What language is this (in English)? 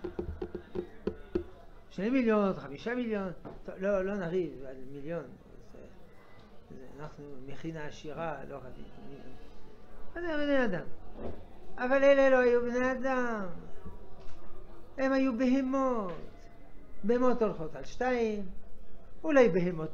Hebrew